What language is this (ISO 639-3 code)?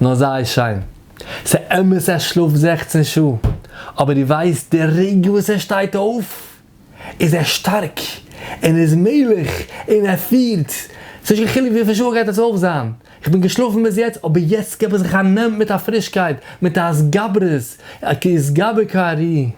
yid